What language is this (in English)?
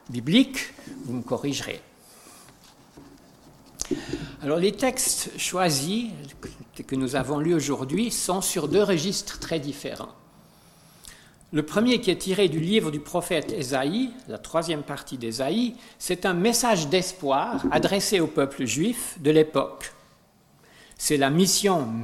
French